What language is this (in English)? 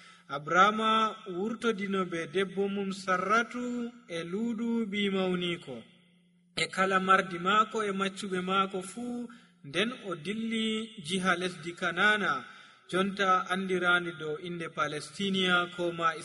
Nigerian Fulfulde